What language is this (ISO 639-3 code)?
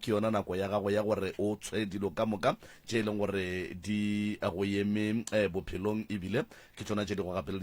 nso